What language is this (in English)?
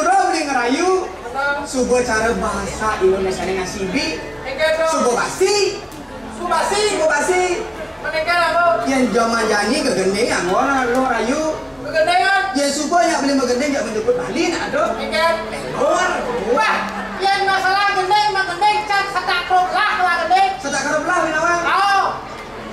Balinese